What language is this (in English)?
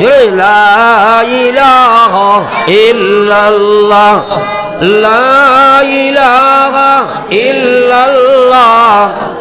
Sylheti